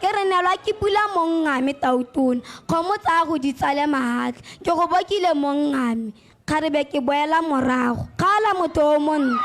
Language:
Tswana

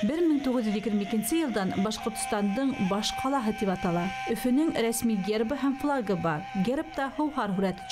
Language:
Bashkir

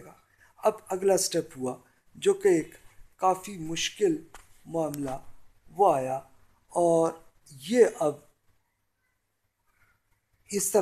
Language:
Urdu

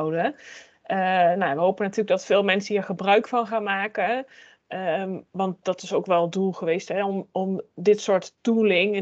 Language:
Dutch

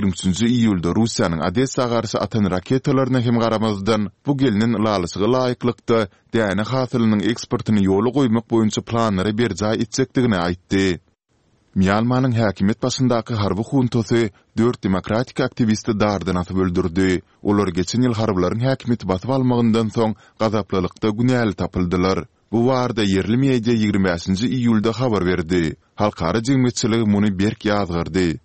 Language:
Turkmen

